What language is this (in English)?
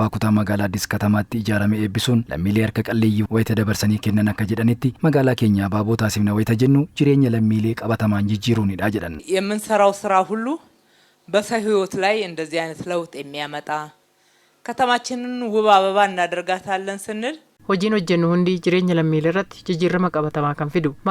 Oromo